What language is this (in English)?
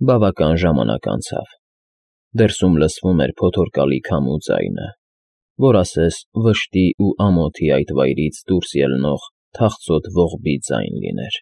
Armenian